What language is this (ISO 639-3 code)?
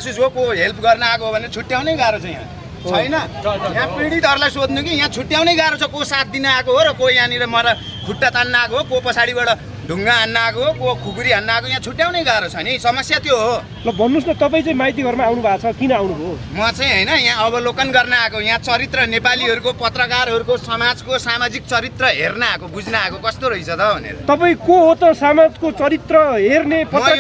nep